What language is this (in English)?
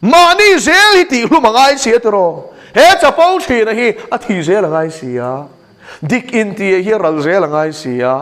Mizo